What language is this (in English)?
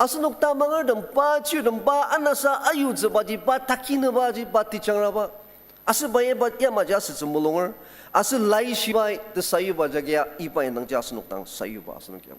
Ao Naga